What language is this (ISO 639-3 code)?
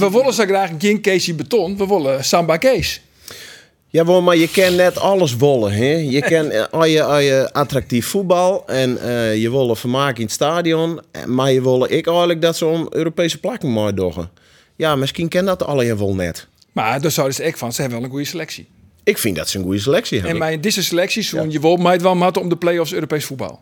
fry